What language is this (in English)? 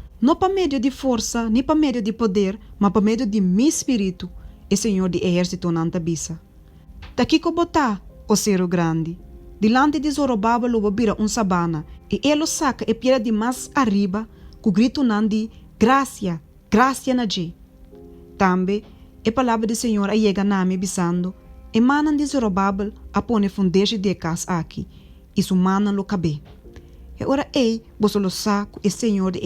Papiamento